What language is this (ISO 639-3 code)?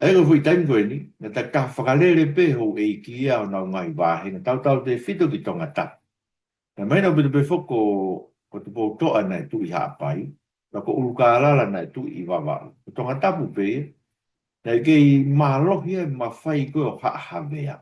ton